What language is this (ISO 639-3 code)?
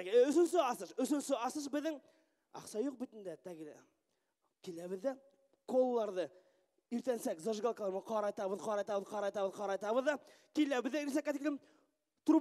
bak